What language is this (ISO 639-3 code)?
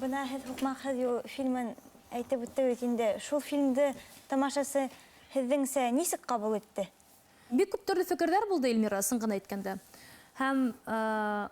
bak